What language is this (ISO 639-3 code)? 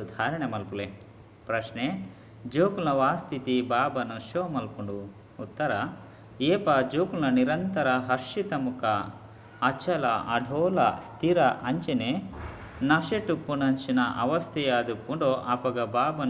tcy